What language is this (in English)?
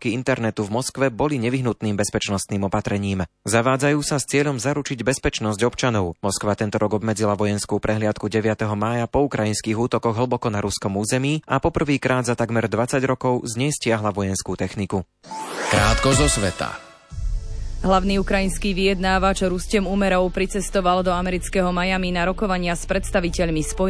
Slovak